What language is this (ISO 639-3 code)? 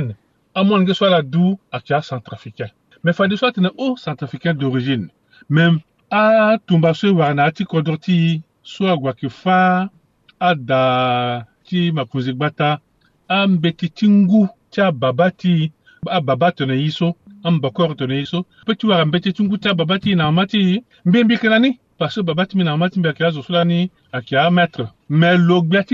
sag